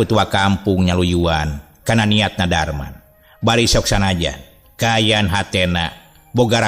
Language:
Sundanese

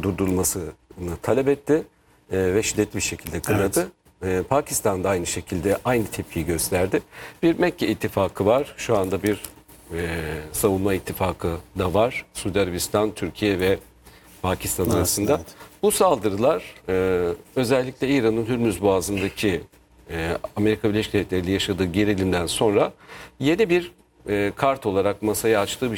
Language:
Turkish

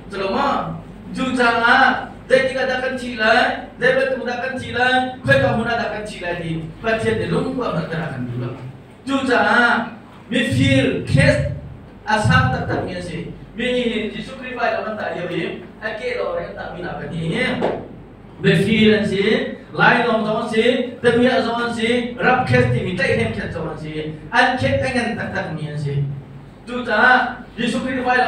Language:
Hakha Chin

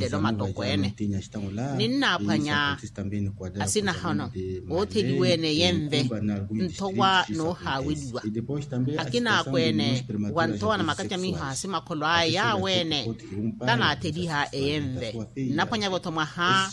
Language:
Makhuwa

